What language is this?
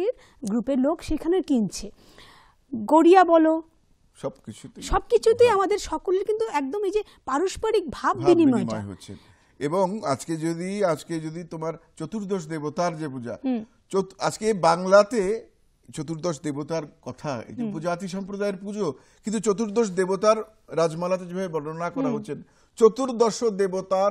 Bangla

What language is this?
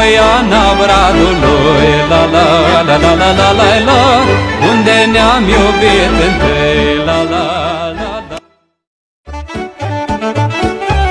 Romanian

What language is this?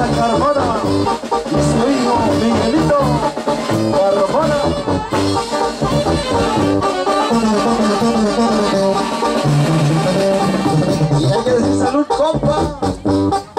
Spanish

